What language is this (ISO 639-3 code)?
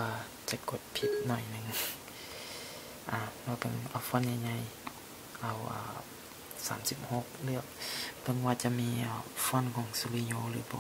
lao